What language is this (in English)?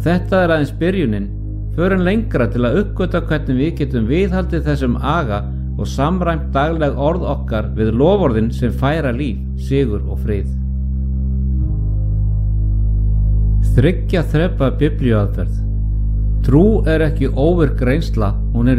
Icelandic